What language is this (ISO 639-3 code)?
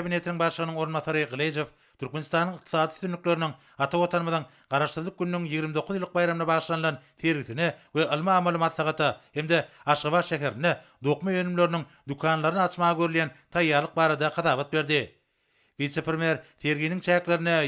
tuk